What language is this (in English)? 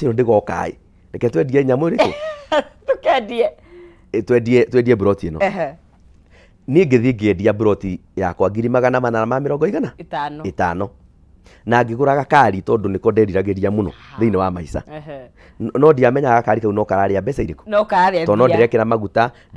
Kikuyu